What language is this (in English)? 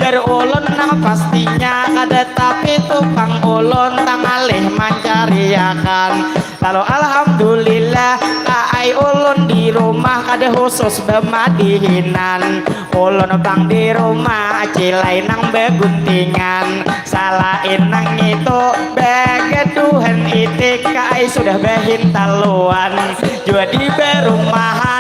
Banjar